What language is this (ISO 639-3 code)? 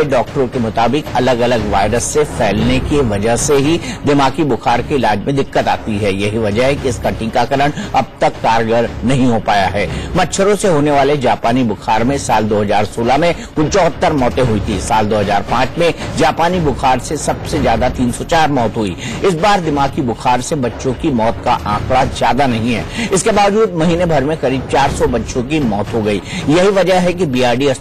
hin